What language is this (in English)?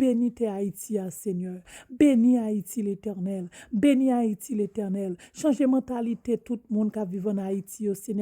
Haitian Creole